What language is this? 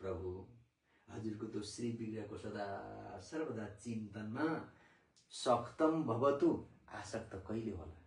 Nepali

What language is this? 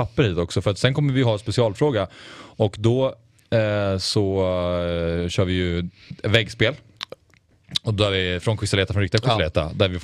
Swedish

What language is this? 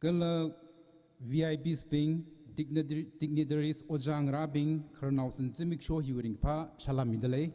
Tangkhul Naga (India)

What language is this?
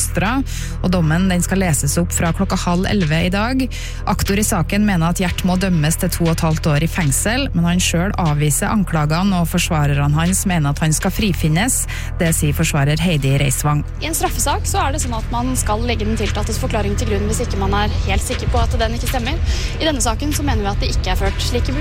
Norwegian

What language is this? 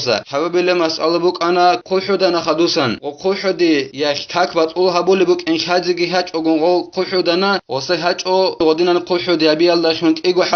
Avaric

